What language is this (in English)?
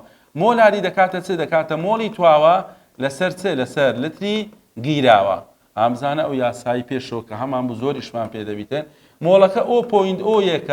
Central Kurdish